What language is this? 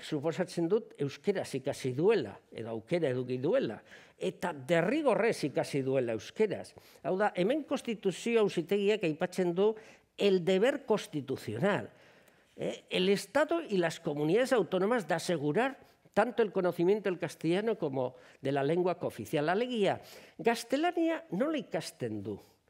Basque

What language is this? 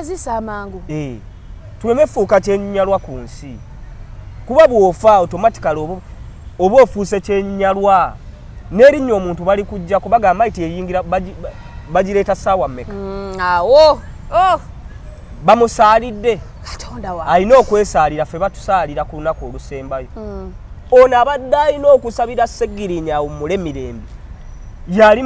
Ganda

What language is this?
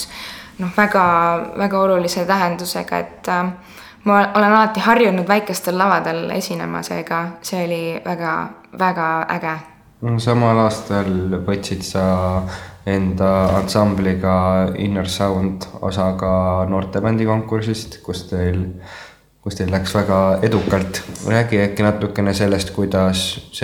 Estonian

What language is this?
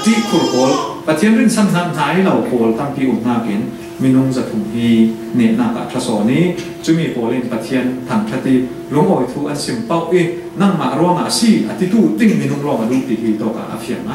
Falam Chin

